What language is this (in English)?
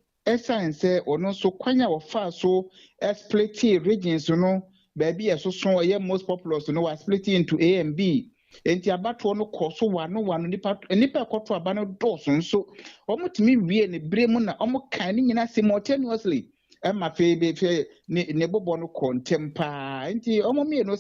Akan